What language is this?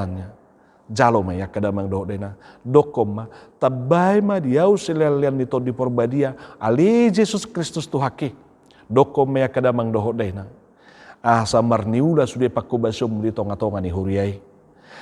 Batak Toba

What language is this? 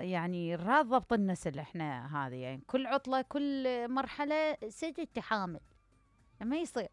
Mesopotamian Arabic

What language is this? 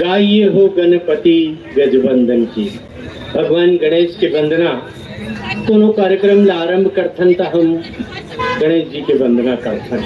Chhattisgarhi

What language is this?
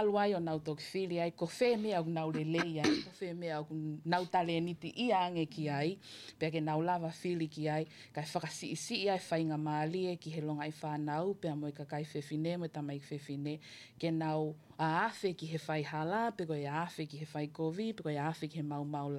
Tongan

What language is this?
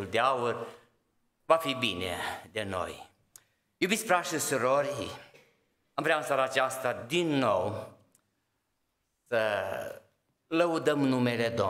Romanian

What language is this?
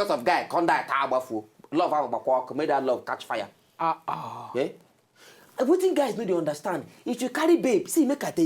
Nigerian Pidgin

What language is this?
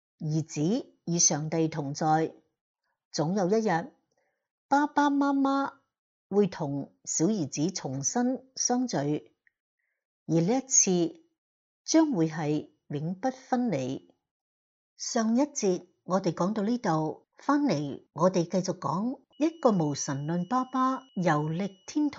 Cantonese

